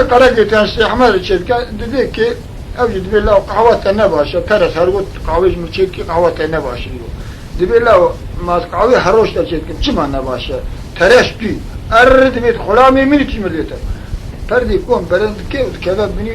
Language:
Kurdish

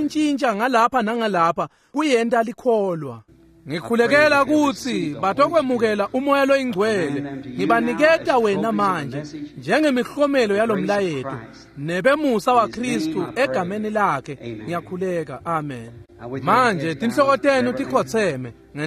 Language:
Swati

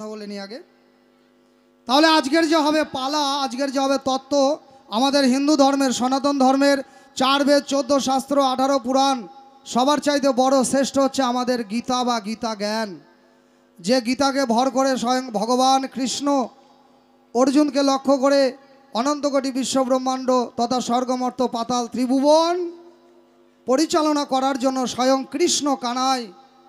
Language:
Bangla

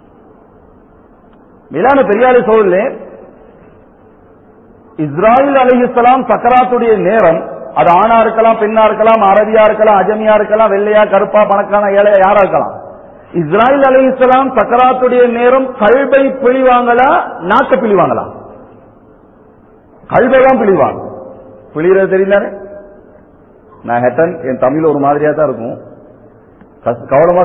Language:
Tamil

